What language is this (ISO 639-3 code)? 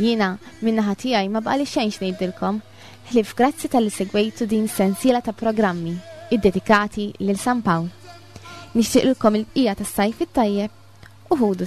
mlt